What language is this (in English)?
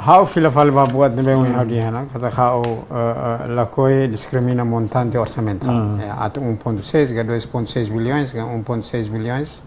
Tetum